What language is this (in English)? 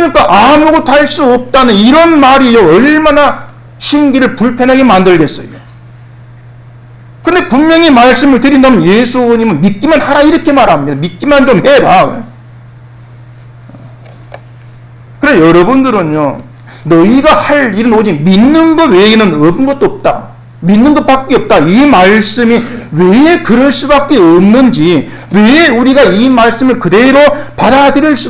Korean